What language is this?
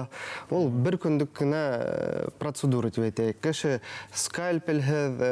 Bashkir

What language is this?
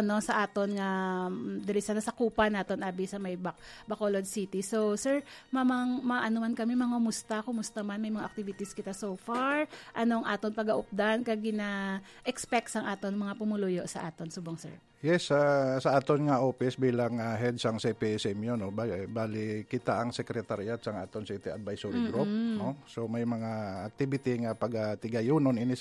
Hiligaynon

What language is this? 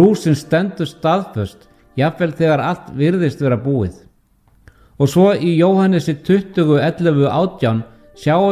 Icelandic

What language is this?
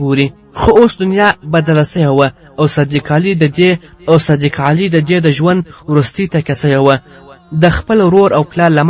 Pashto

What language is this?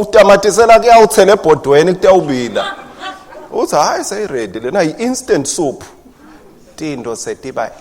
Swati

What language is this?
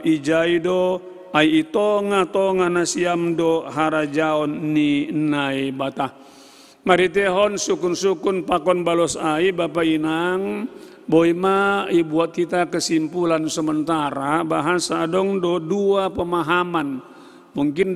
Batak Simalungun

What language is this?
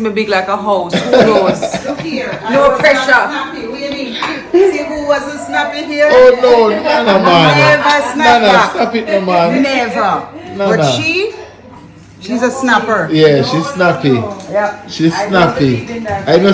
Jamaican Creole English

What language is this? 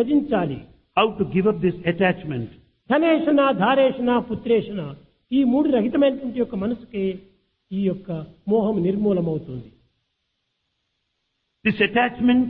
Telugu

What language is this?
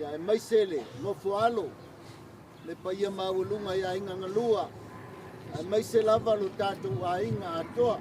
Samoan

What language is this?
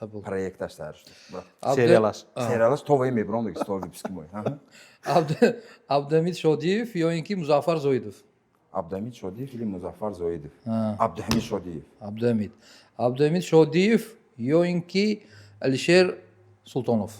Tajik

